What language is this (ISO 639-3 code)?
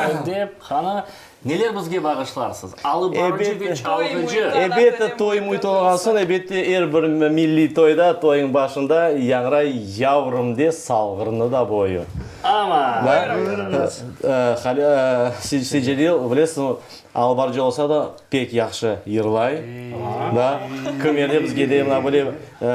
crh